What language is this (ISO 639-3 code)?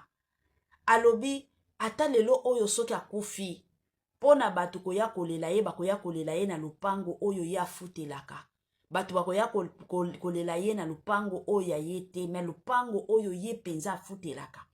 lin